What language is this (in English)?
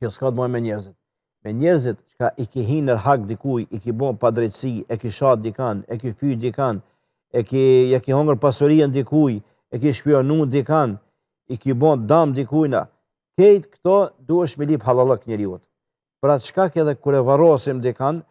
Albanian